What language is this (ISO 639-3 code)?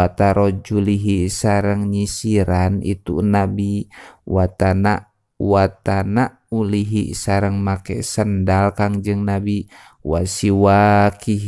sun